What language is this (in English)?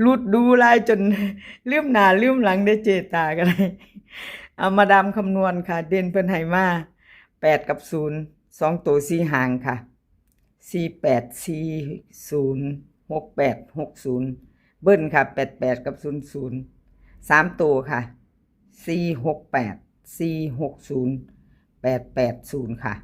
Northeastern Thai